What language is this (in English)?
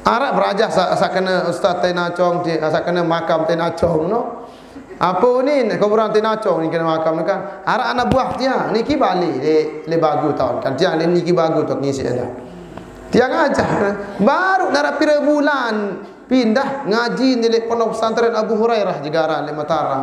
Sasak